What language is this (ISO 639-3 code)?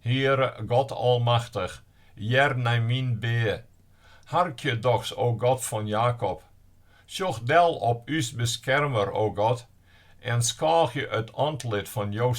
fry